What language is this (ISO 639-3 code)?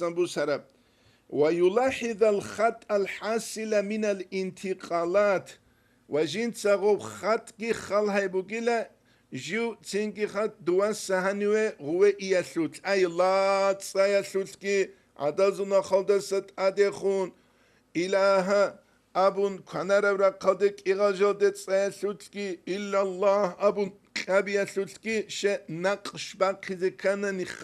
ava